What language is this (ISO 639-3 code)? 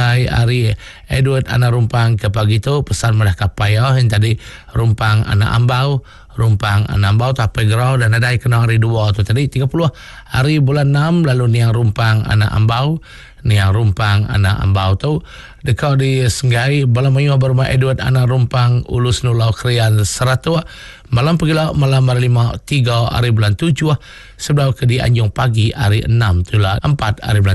iba